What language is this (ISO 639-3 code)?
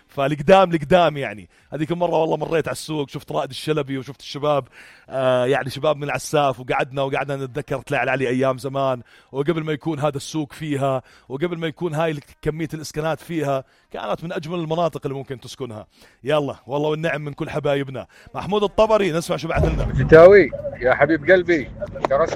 apc